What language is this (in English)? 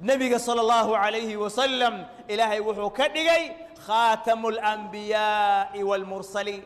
Somali